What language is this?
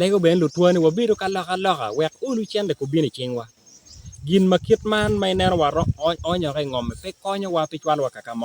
Acoli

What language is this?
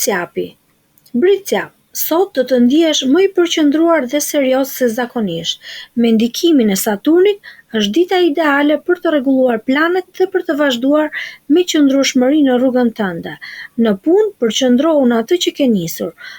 Albanian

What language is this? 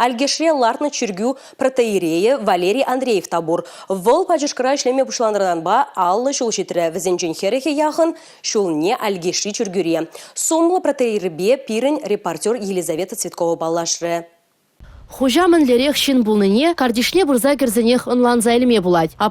Chuvash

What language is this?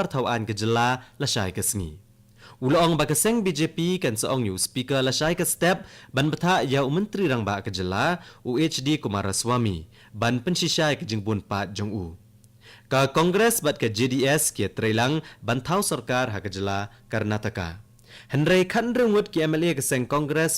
Khasi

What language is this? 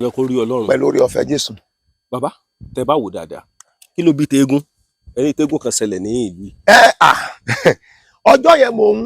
Yoruba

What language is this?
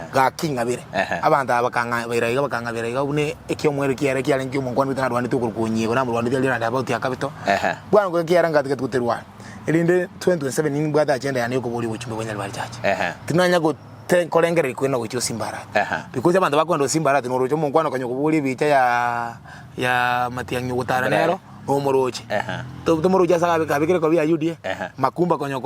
Gusii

